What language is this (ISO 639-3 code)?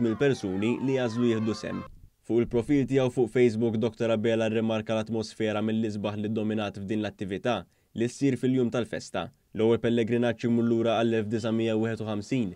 mlt